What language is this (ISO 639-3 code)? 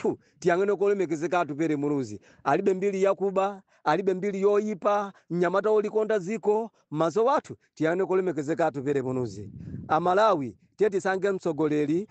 nya